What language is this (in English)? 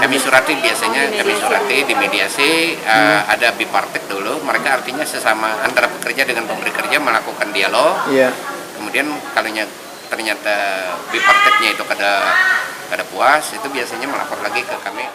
Banjar